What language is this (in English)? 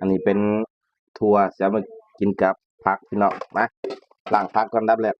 Northeastern Thai